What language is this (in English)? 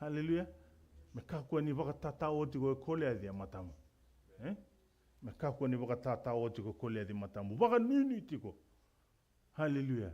Fijian